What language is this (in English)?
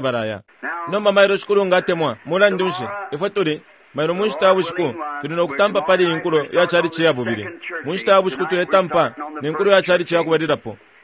Bemba